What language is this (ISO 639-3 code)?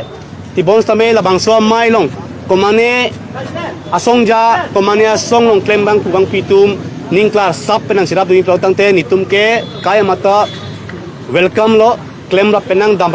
mjw